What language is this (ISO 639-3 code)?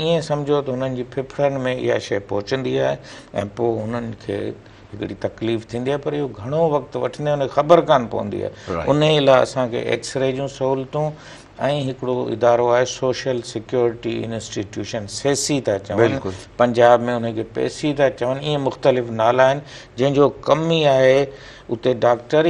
snd